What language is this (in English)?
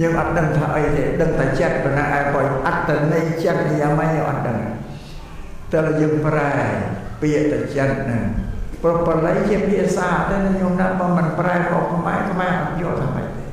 Khmer